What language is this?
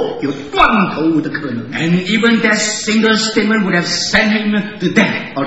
Chinese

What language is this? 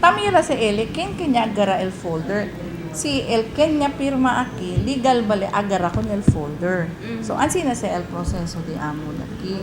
Chavacano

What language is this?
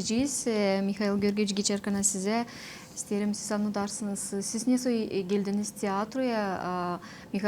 Gagauz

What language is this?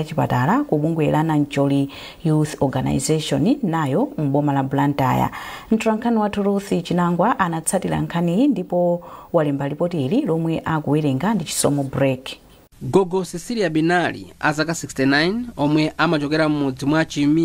Nyanja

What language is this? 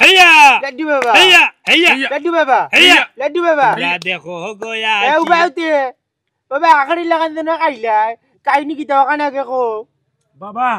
Sylheti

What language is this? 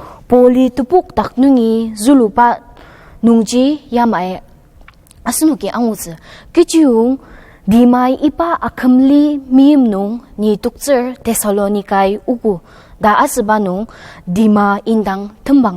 Ao Naga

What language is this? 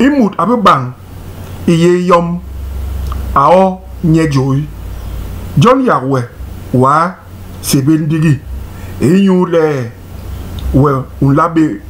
Basaa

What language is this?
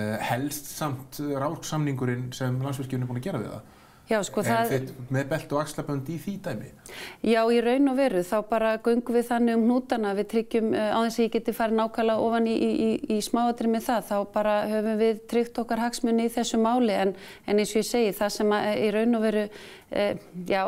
Icelandic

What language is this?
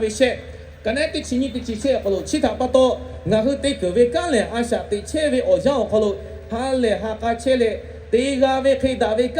Lahu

